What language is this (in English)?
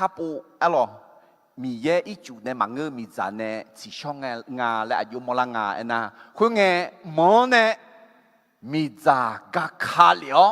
Akha